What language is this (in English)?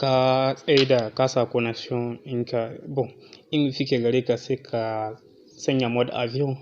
Hausa